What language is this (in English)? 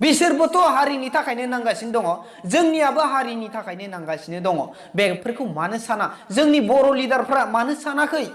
Bodo